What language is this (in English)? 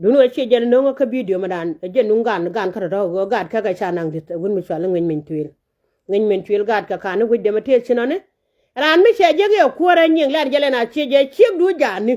Nuer